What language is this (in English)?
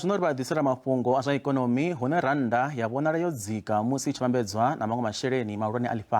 Venda